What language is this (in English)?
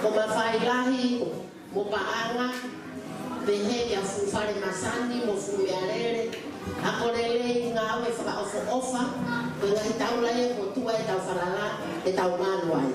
Tongan